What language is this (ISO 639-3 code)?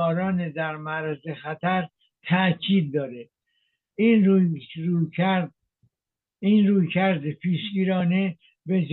fas